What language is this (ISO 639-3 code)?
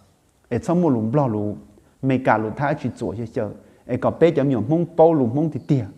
hmn